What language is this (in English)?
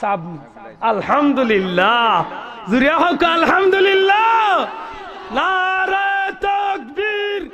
Sylheti